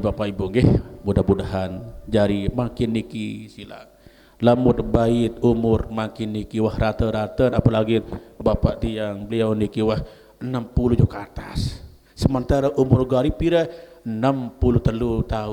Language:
Sasak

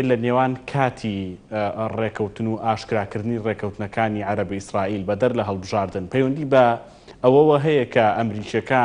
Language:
Central Kurdish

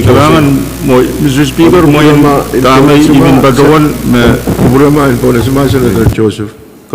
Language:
Pohnpeian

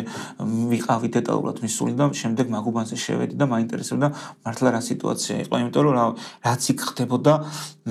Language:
Georgian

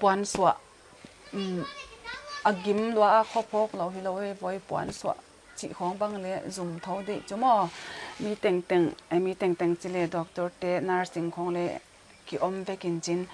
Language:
Paite Chin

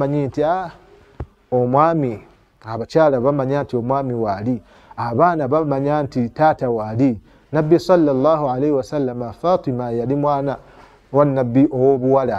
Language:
Ganda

